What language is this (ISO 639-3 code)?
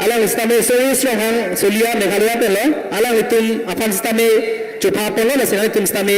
mjw